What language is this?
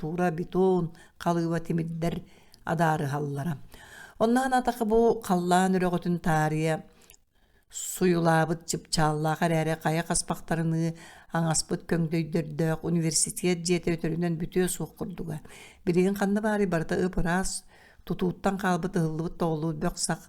Yakut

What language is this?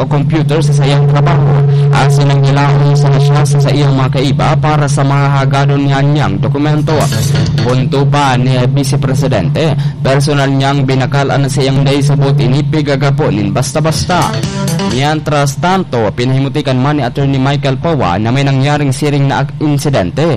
Bikol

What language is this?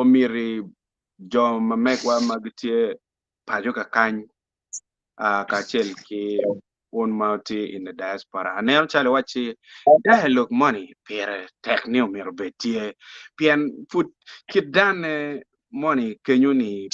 Acoli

